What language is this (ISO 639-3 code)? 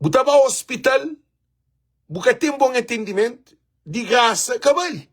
kea